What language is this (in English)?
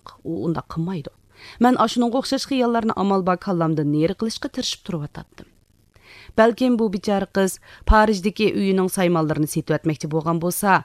Uyghur